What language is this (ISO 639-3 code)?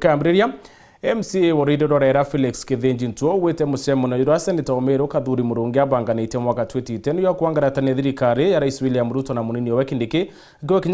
mer